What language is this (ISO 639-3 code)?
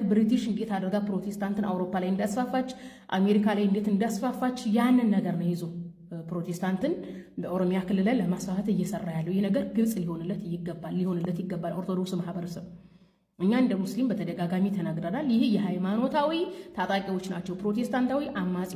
amh